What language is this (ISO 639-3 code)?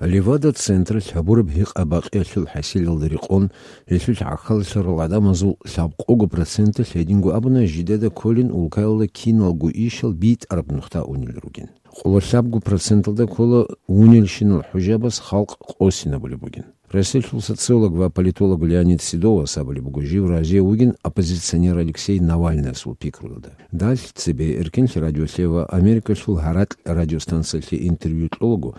ava